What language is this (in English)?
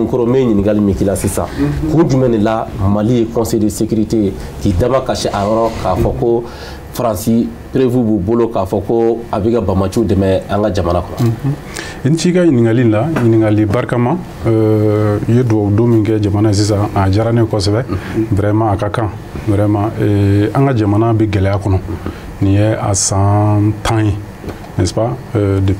Bambara